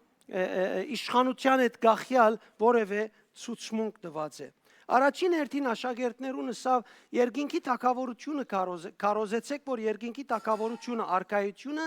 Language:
Western Armenian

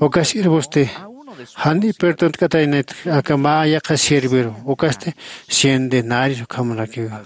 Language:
Aymara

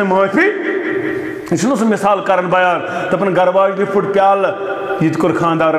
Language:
Kashmiri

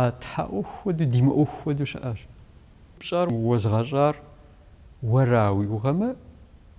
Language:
Kabardian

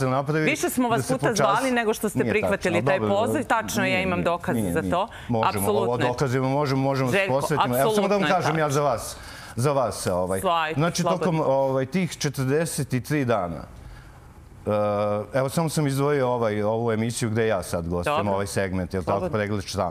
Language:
Serbian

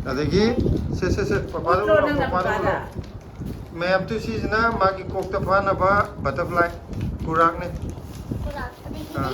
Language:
Manipuri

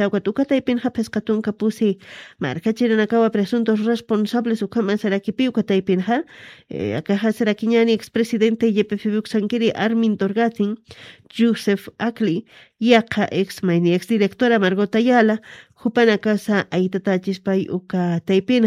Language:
Aymara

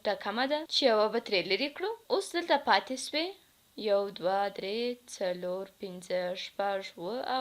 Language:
Pashto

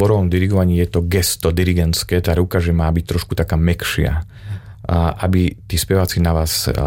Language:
Slovak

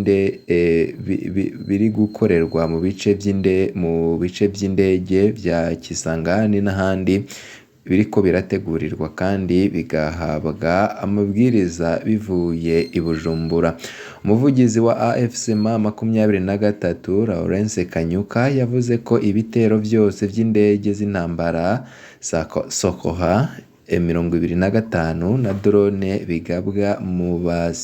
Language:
Rundi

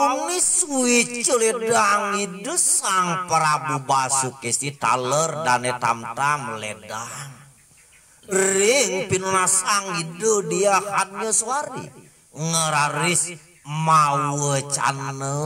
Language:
Balinese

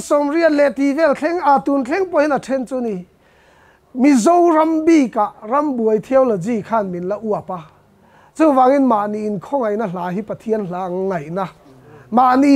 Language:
Mizo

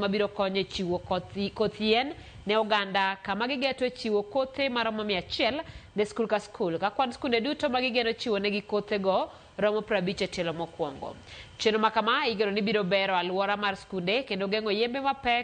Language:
Luo (Kenya and Tanzania)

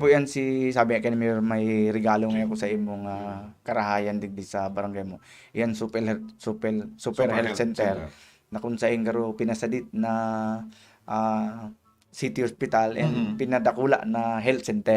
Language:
Bikol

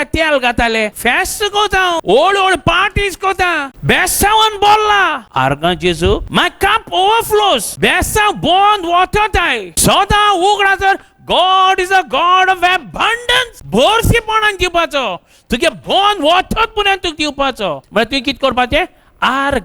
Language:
Konkani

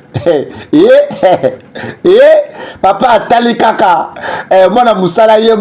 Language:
Lingala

